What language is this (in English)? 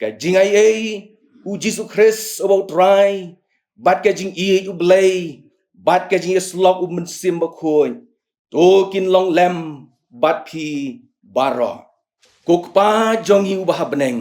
Khasi